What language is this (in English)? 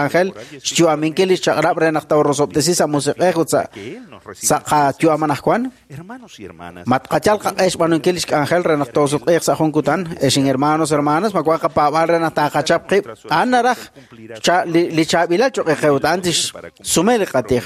Kekchí